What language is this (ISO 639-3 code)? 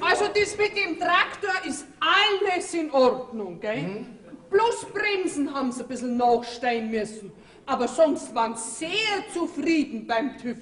bar